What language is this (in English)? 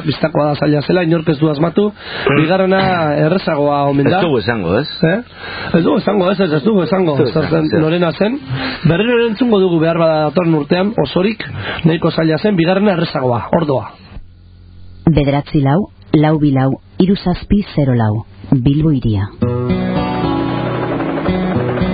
Basque